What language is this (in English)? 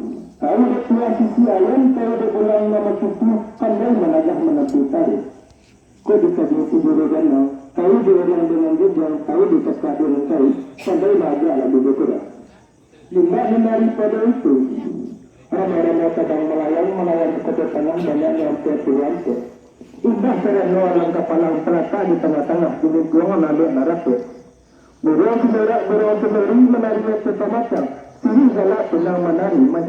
Minangkabau